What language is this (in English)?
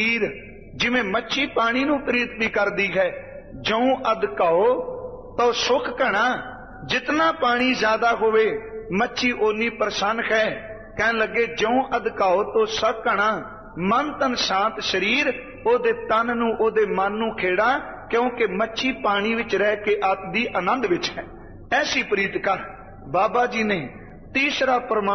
Punjabi